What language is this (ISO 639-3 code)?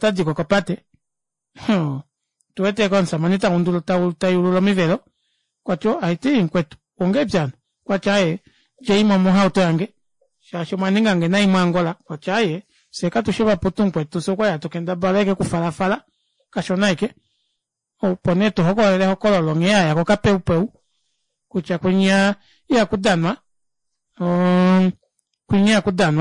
kua